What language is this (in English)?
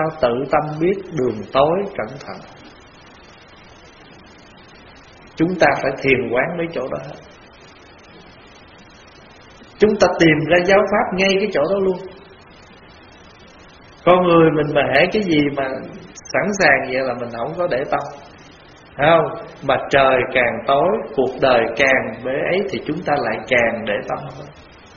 Vietnamese